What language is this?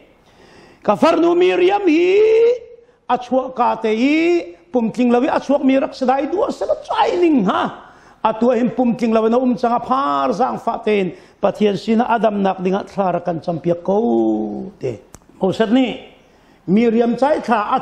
Hakha Chin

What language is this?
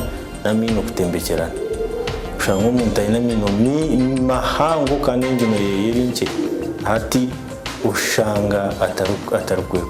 Nyankole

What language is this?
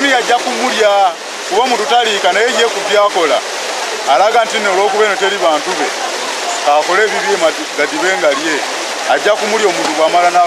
Ganda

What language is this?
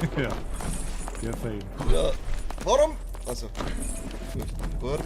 Bavarian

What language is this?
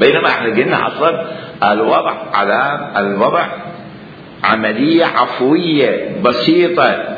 Mesopotamian Arabic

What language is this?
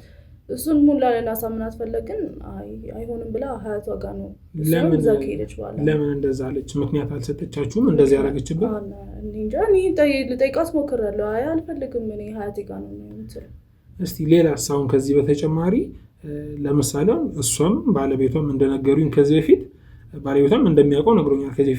Amharic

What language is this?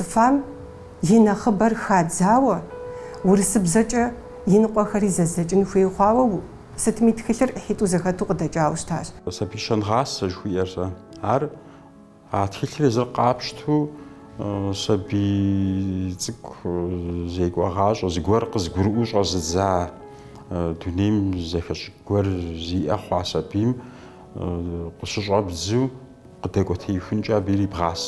Kabardian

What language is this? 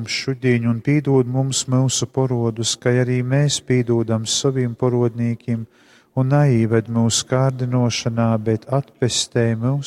Latgalian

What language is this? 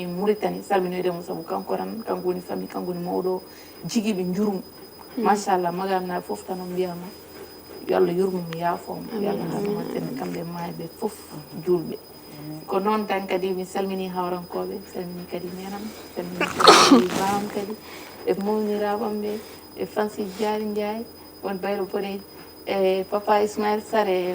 Fula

